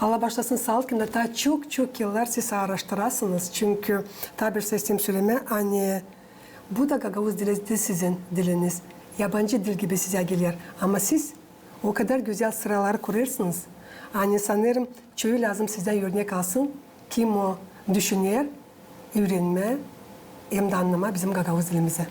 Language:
Gagauz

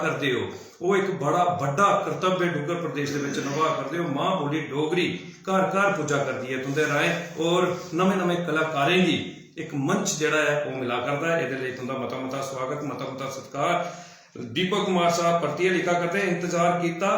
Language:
Dogri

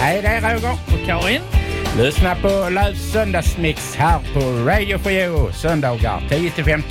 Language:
Swedish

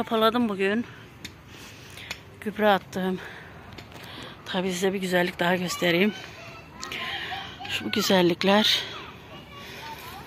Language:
Turkish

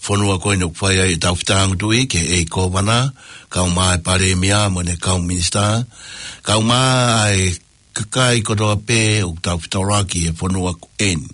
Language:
Tongan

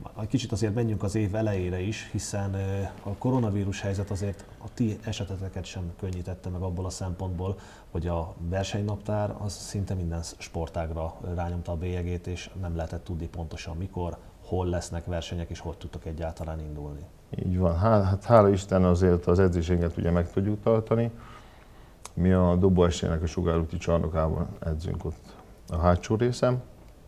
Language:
Hungarian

